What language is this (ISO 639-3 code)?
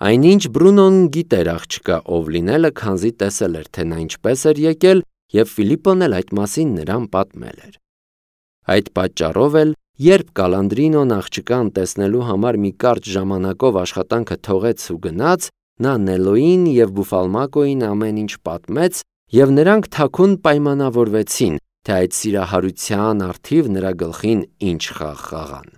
hye